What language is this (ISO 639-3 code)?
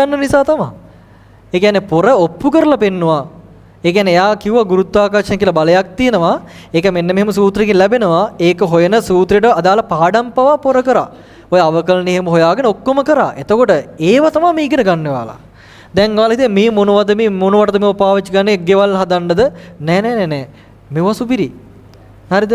sin